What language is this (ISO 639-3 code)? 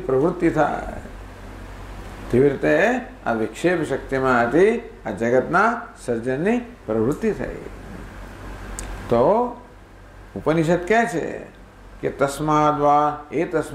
guj